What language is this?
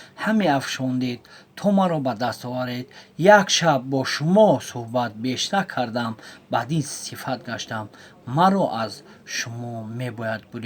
Tajik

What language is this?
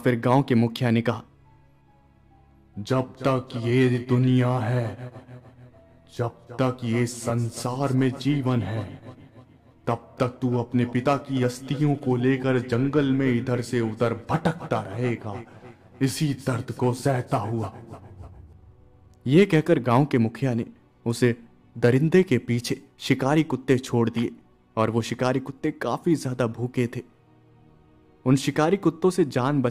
Hindi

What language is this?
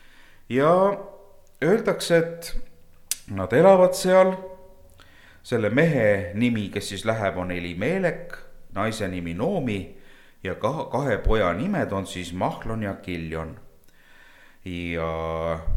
Estonian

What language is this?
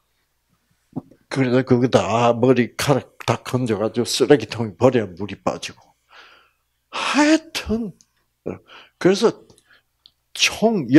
Korean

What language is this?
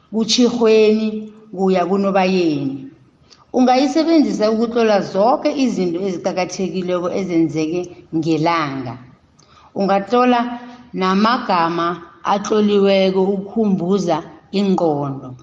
South Ndebele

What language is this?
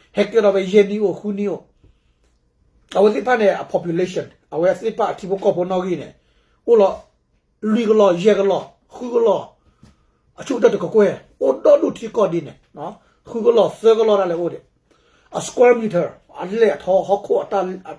S'gaw Karen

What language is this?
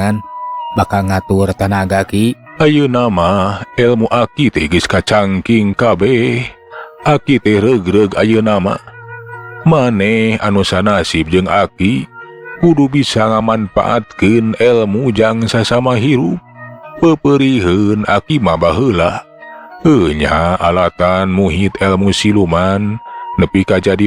Sundanese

